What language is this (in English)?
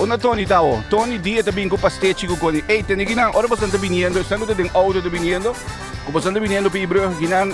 Papiamento